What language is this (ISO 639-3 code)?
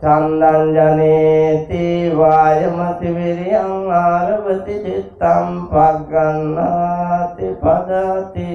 sin